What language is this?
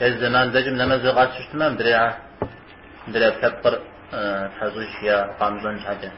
Kabardian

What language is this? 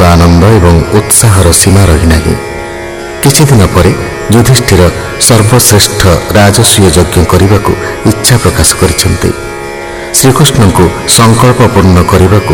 Odia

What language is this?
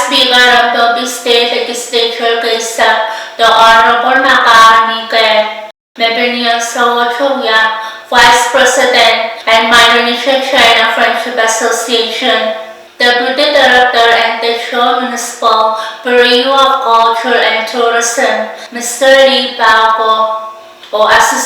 Pohnpeian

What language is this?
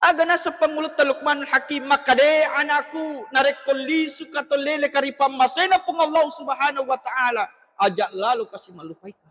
Buginese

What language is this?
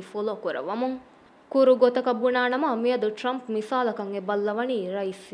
Divehi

